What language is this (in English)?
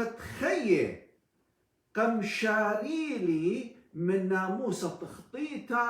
Assyrian Neo-Aramaic